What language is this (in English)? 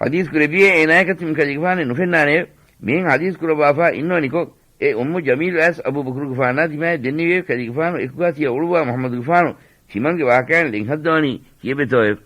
Divehi